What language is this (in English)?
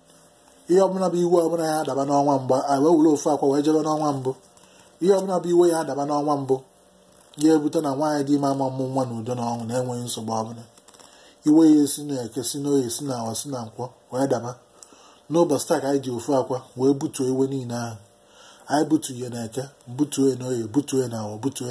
Igbo